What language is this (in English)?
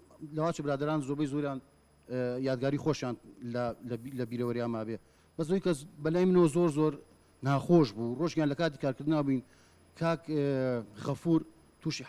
Central Kurdish